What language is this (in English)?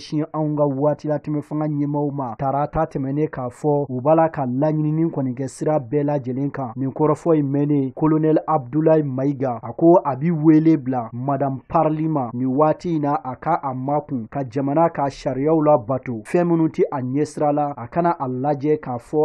Bambara